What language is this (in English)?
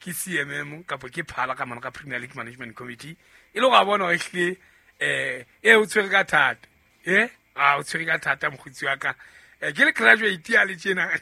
Southern Sotho